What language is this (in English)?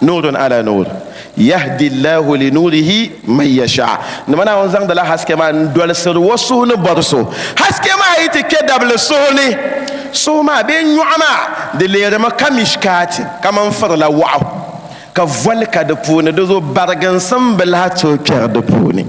Dagbani